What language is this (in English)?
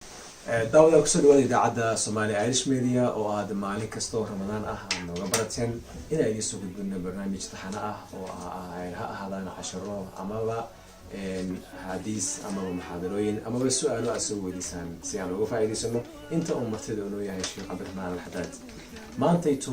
Somali